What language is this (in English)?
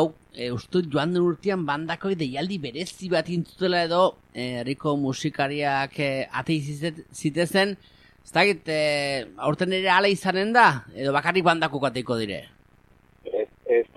Basque